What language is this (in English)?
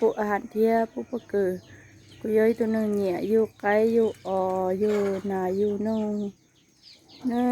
Hmong